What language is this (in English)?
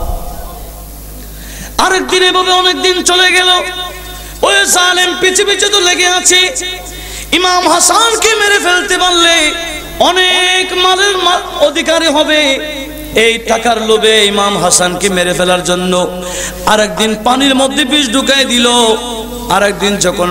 Bangla